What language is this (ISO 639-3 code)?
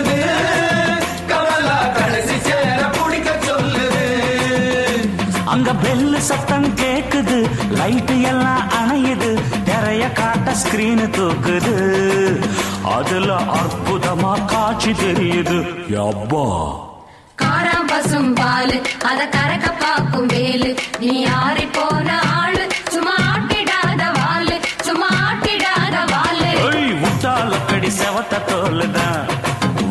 tam